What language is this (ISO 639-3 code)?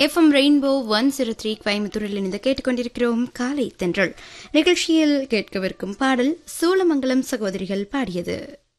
tam